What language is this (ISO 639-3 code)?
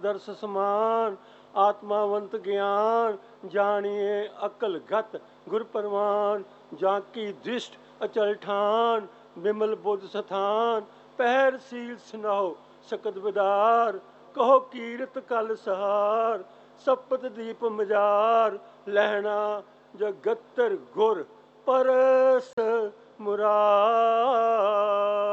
pan